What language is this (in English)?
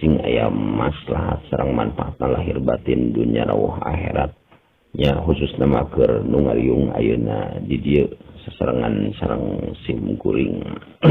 Sundanese